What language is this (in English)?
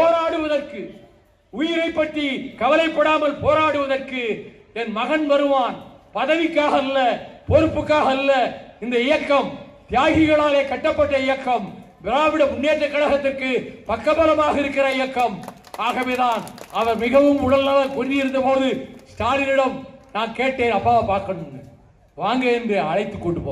Tamil